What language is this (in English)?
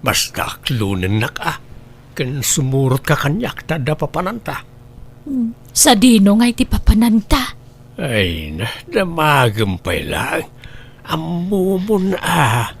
Iloko